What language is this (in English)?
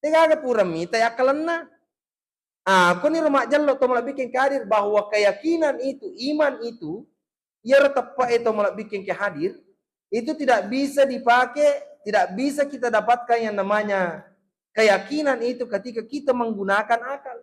Buginese